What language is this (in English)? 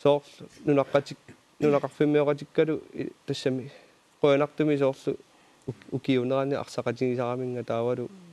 Kalaallisut